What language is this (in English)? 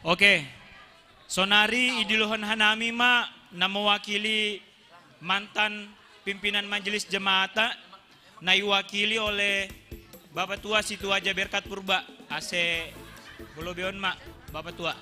Batak Simalungun